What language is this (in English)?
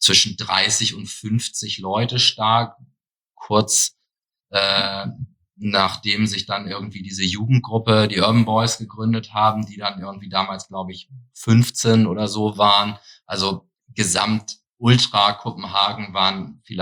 German